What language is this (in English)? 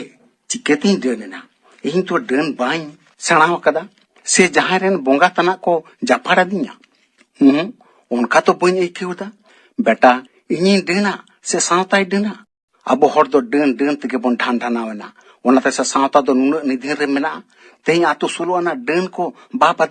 Santali